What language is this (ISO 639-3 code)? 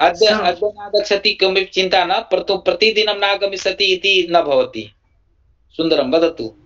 san